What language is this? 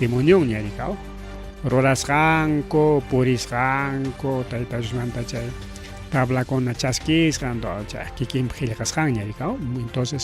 Ayacucho Quechua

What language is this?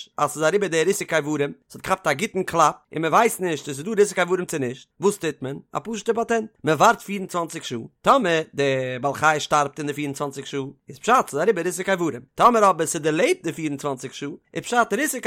Yiddish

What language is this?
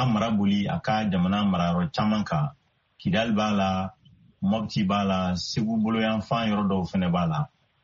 Bambara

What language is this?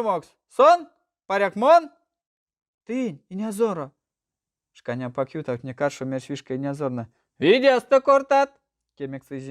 Erzya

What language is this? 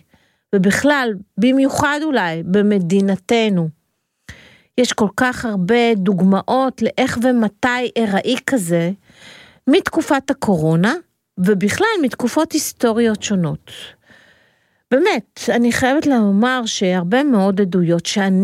Hebrew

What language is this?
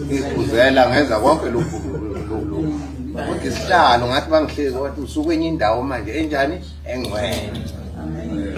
Zulu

